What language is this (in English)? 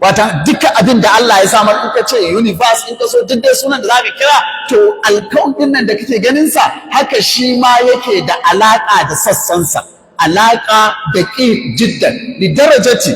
Hausa